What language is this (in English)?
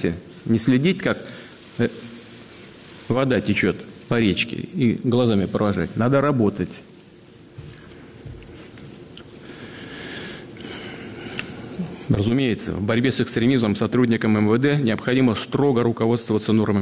Russian